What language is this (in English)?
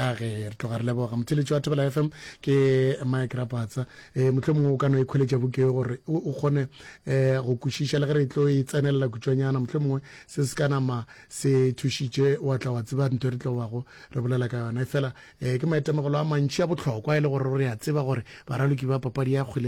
Northern Sotho